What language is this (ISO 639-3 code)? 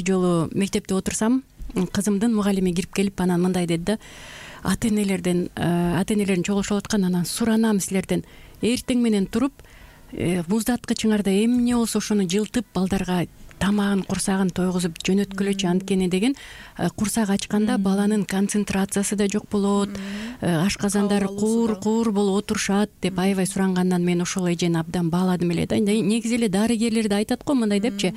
kir